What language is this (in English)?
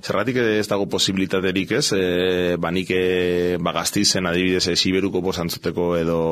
Basque